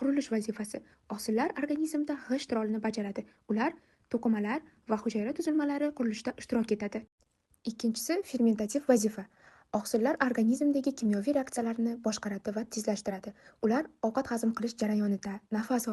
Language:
Uzbek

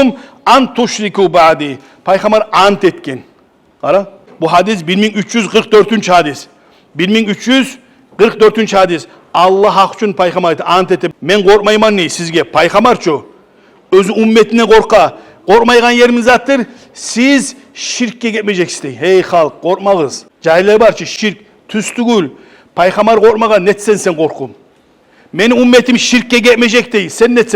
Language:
Kumyk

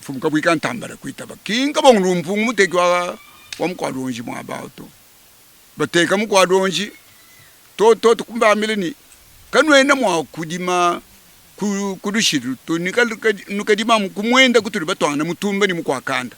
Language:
Luba-Lulua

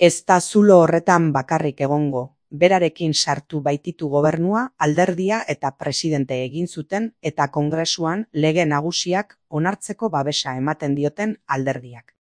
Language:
Basque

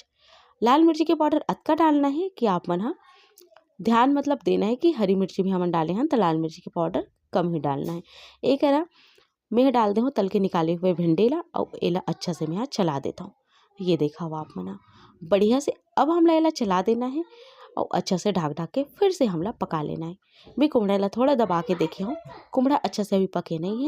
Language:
Chhattisgarhi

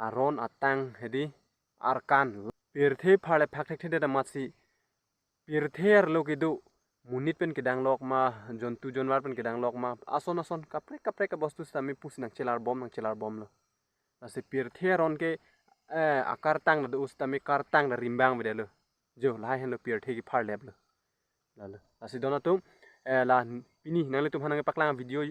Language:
Karbi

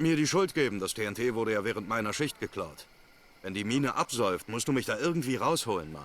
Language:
Bavarian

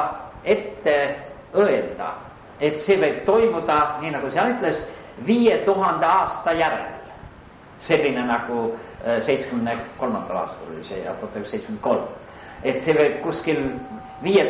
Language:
Estonian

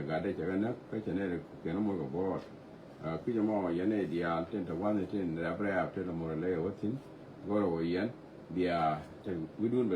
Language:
Nuer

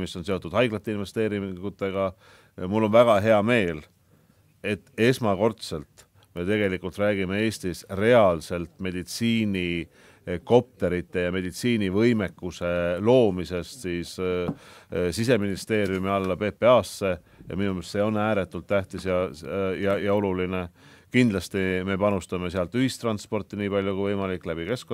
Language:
Estonian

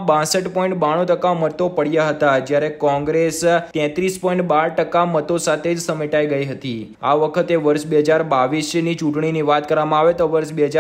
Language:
Gujarati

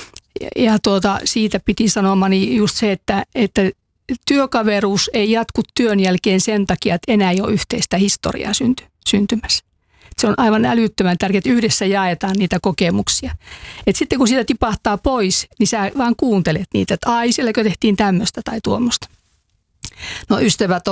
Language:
Finnish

